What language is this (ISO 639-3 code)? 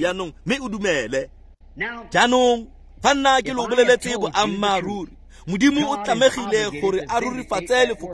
tsn